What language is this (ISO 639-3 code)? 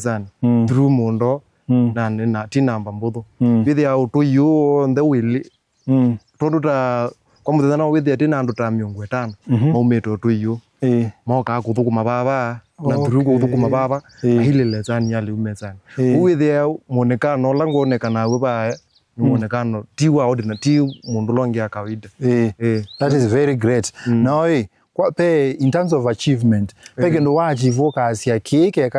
kam